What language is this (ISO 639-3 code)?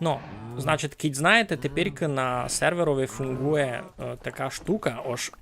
rue